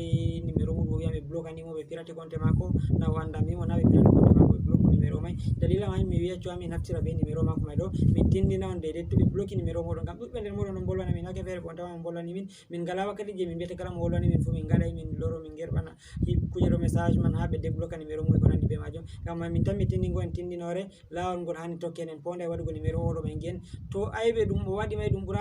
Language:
Fula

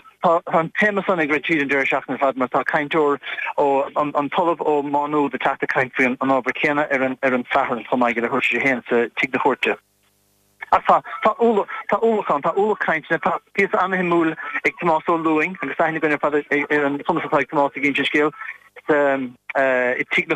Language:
Irish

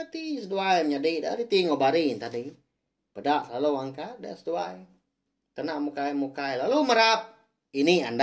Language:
Iban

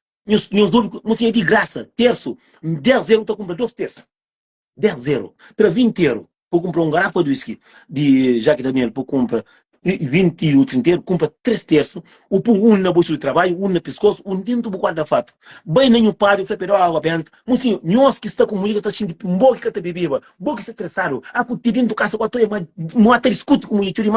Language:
Kabuverdianu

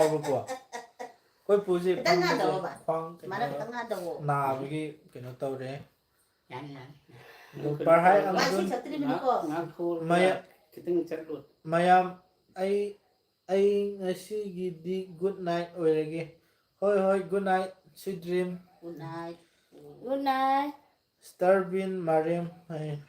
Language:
Manipuri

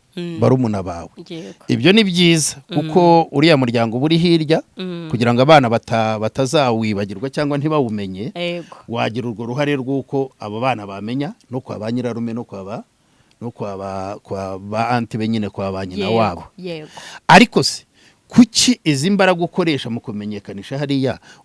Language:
Kinyarwanda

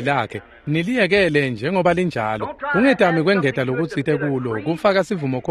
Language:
Swati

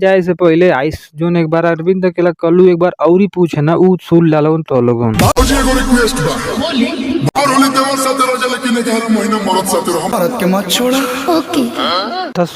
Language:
Bhojpuri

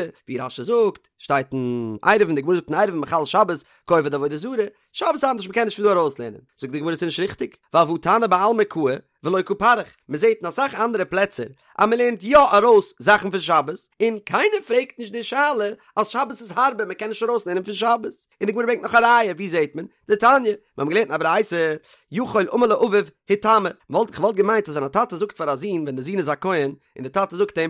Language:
Yiddish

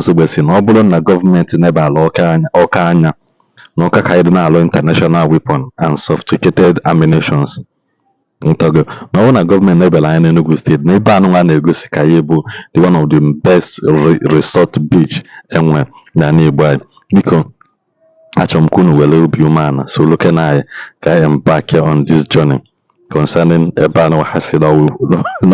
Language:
Igbo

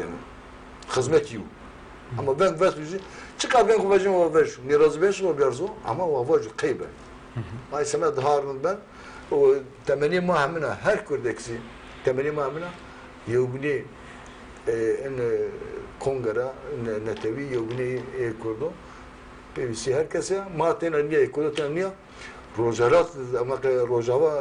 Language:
Zaza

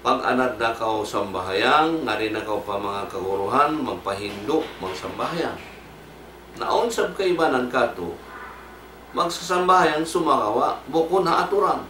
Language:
Tausug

